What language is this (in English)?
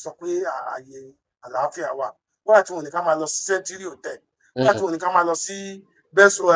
Yoruba